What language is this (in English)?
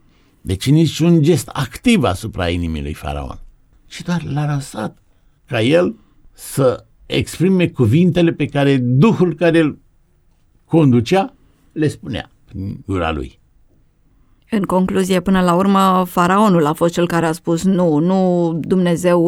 Romanian